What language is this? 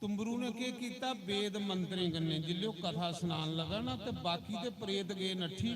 Dogri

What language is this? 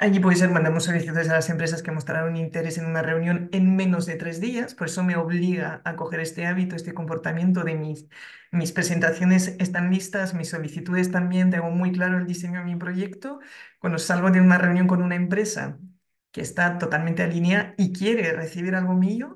Spanish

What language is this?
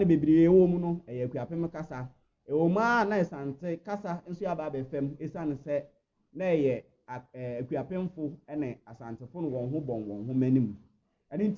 Akan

